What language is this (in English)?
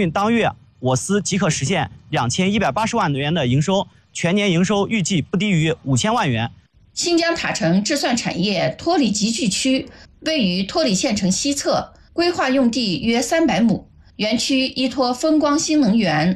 Chinese